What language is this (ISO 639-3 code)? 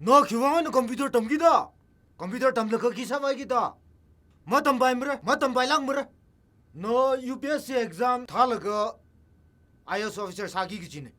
nmf